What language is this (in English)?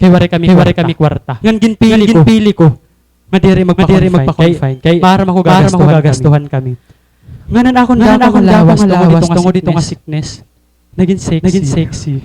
Waray